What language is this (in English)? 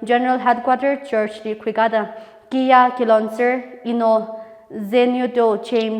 Tangkhul Naga (India)